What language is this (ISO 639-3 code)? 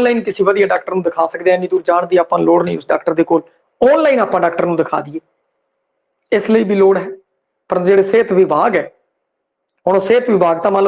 pan